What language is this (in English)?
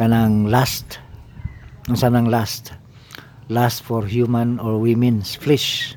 Cebuano